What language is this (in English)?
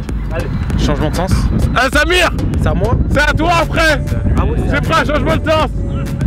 French